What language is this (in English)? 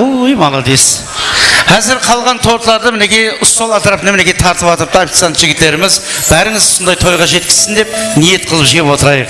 Kara-Kalpak